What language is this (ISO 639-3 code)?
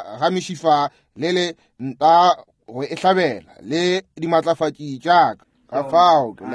nso